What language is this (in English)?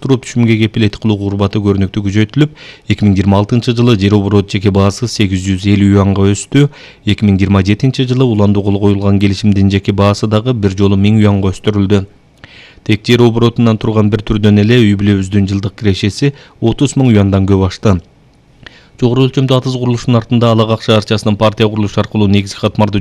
Kyrgyz